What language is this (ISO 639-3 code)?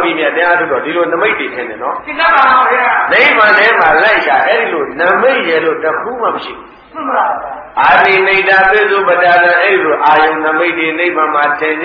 mya